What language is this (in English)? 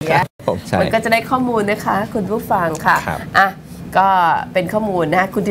Thai